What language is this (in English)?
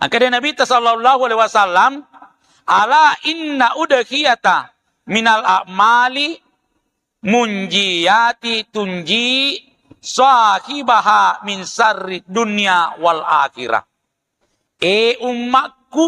Buginese